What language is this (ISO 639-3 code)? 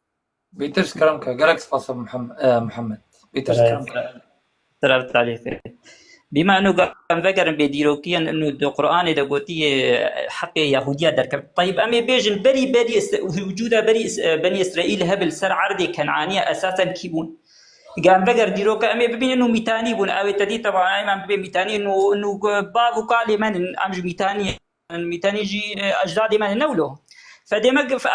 kur